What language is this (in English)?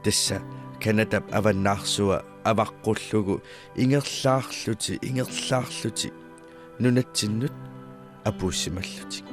Kalaallisut